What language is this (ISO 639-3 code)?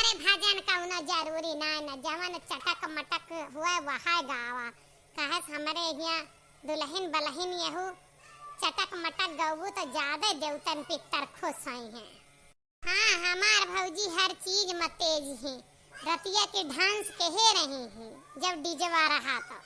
awa